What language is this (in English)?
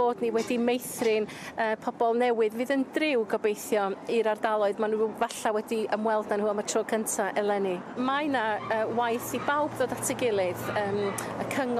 Welsh